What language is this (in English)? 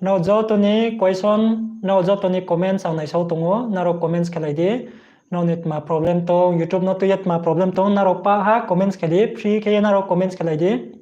Riang (India)